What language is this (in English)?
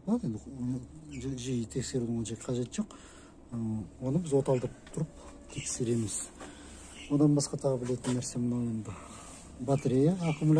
Kazakh